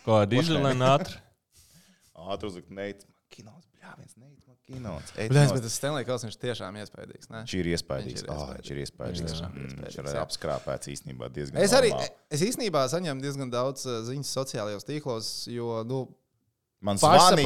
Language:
Latvian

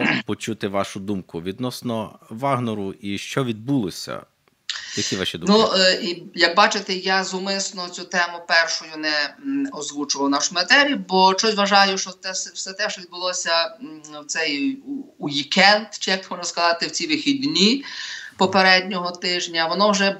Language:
Ukrainian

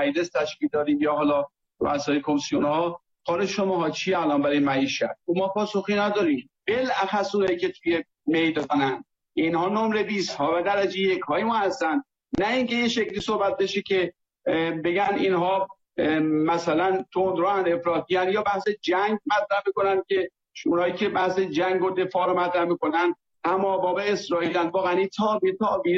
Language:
Persian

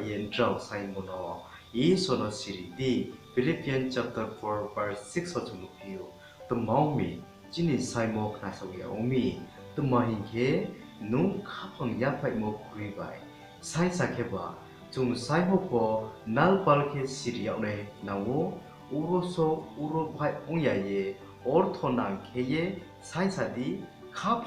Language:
Riang (India)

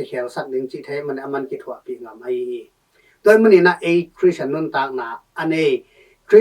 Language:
Tedim Chin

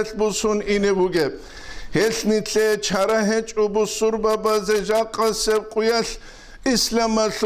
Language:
Avaric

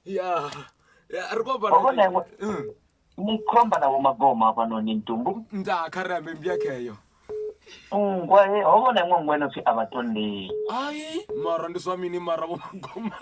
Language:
Venda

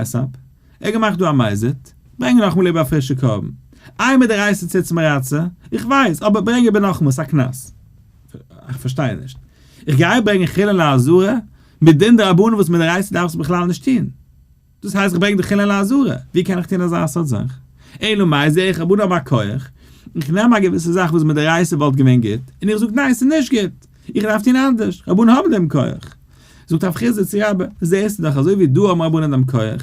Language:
Yiddish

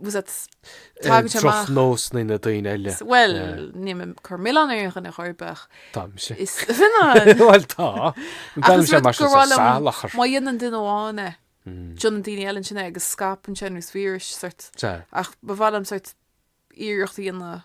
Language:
Irish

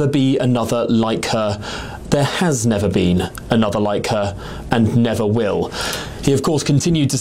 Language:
English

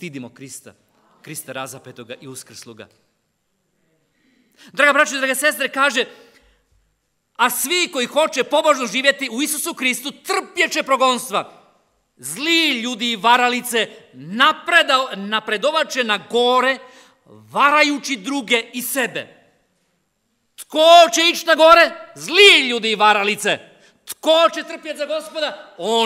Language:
Croatian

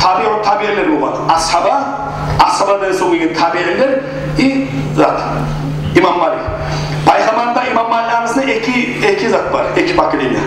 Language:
Kumyk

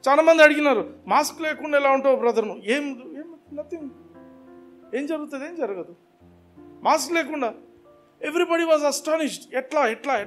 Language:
Telugu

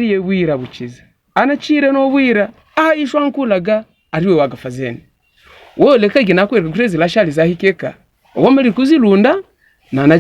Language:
Havu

